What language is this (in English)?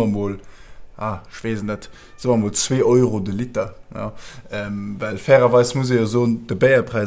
Luxembourgish